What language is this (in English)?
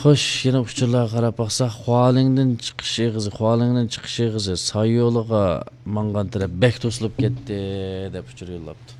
Uyghur